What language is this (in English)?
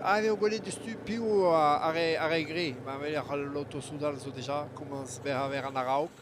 Breton